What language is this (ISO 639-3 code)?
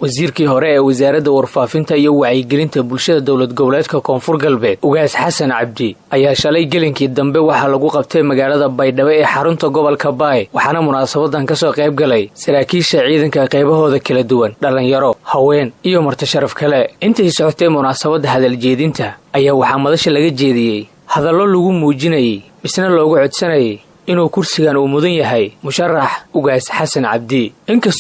som